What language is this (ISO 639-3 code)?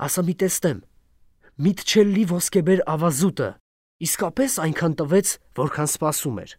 hye